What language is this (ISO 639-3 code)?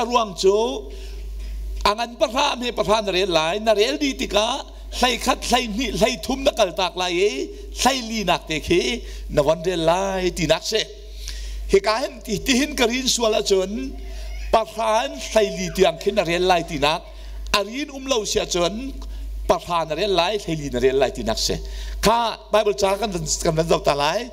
cnh